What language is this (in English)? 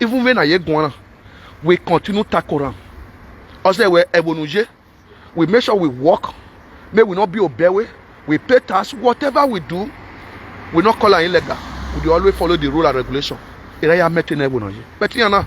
Nigerian Pidgin